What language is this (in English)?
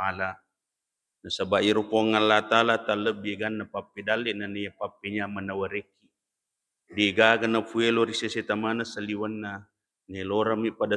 Buginese